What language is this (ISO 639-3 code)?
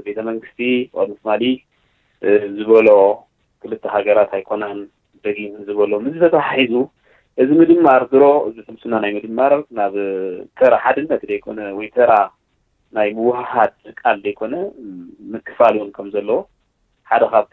tir